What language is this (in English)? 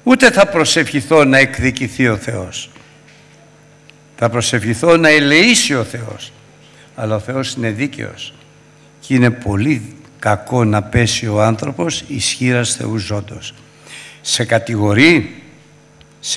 Greek